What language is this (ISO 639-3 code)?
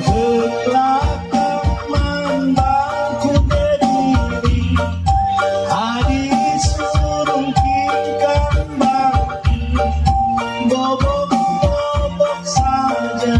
btx